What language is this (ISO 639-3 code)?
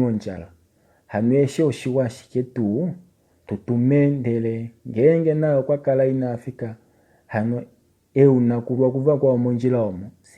kua